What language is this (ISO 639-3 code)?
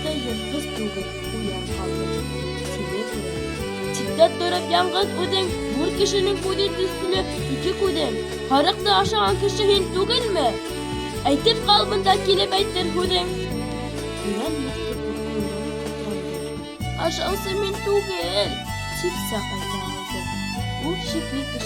bak